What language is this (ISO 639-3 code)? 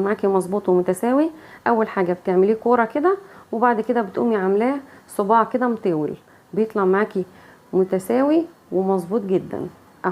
arz